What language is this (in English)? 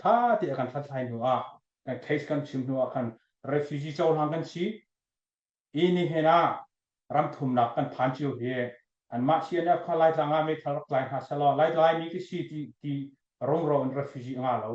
Hakha Chin